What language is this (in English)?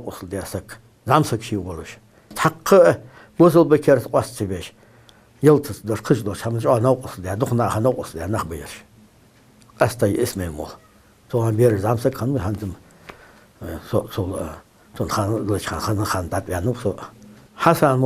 Ingush